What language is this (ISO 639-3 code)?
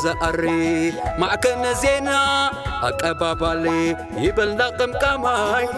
tir